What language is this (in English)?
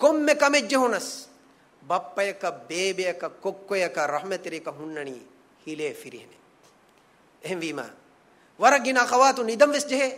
Divehi